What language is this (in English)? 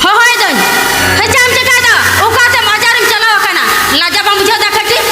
Santali